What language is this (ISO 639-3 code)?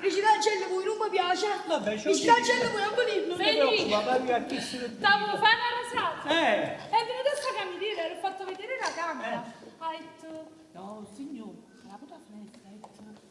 nap